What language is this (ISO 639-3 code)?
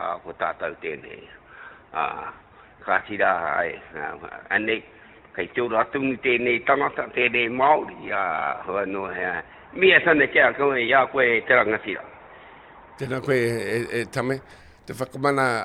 mri